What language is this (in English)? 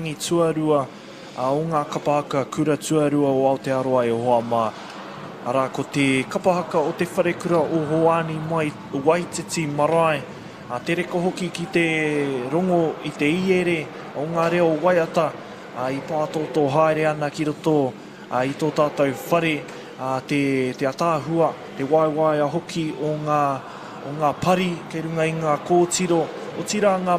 Māori